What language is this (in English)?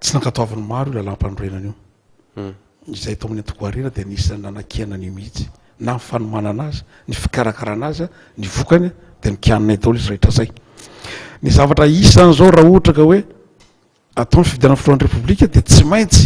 Malagasy